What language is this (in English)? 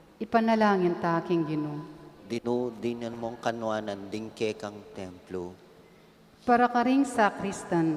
Pampanga